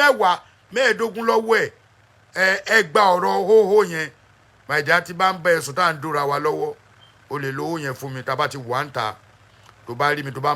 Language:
Yoruba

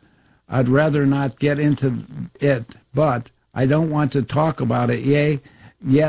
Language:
English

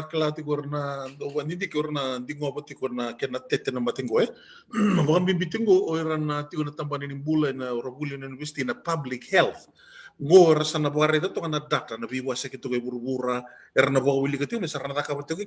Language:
Fijian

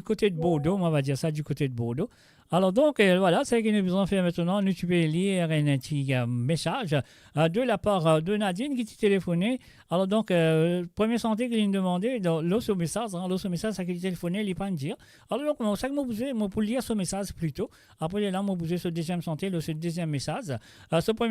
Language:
Morisyen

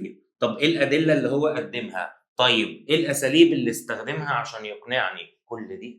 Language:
Egyptian Arabic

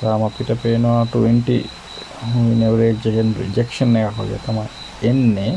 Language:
Sinhala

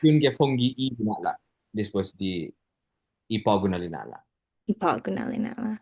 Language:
Chamorro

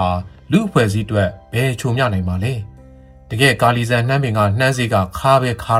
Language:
Burmese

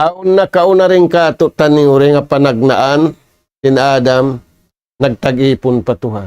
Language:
Tausug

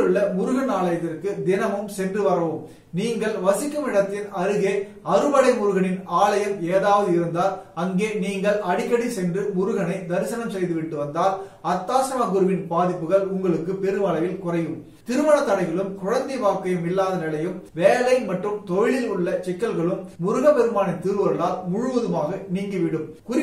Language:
Tamil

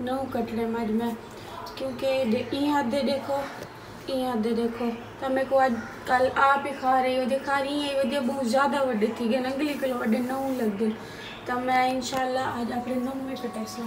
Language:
Saraiki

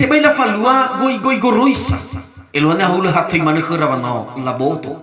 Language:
Nias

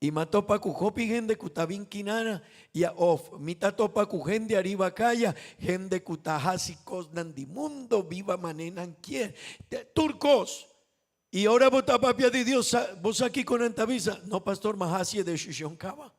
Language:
Papiamento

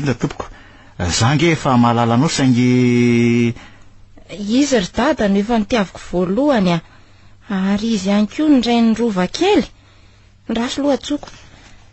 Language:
Malagasy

